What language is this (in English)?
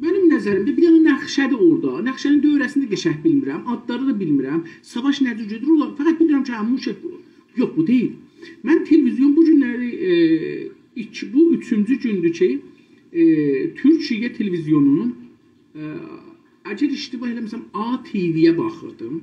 South Azerbaijani